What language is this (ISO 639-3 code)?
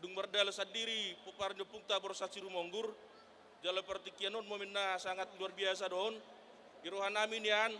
bbc